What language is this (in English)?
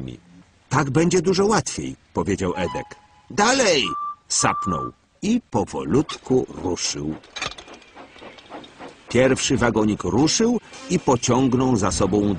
Polish